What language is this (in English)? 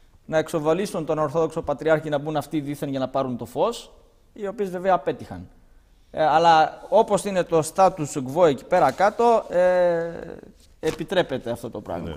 Greek